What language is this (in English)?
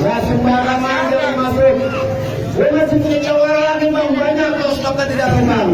Betawi